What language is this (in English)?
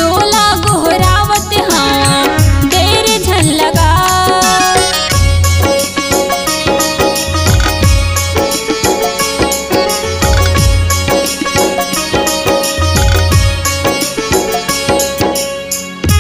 Chhattisgarhi